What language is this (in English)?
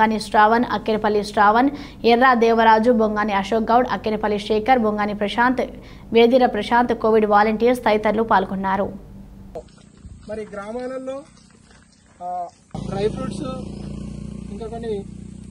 Telugu